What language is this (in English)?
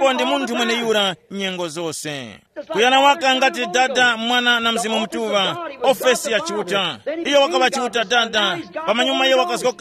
Tumbuka